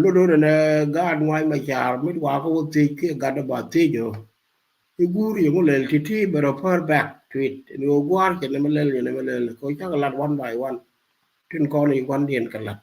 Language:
Nuer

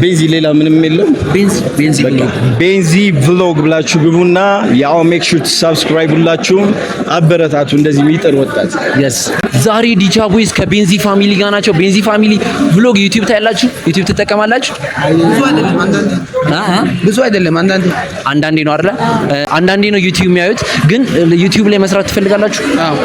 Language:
Amharic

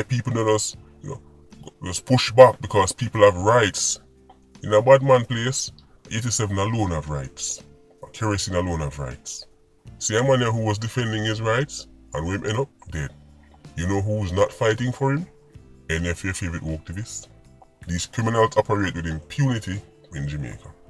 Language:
Jamaican Creole English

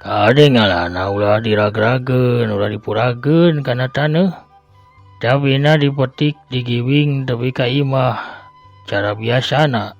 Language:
Sundanese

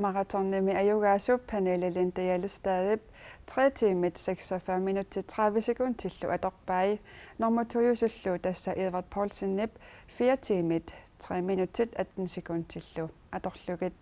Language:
Kalaallisut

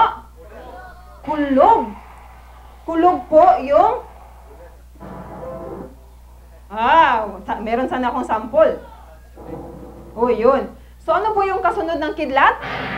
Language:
Filipino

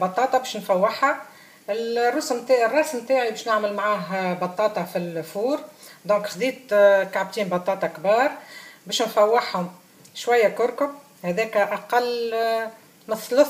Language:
Tunisian Arabic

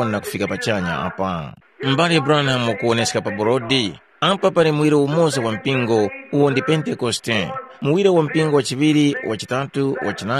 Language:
Tumbuka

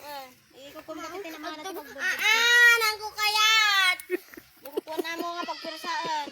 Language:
Iloko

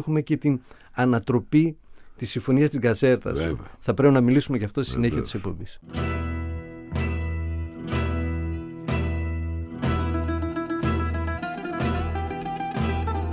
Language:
Greek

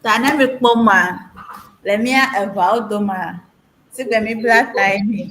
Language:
Ewe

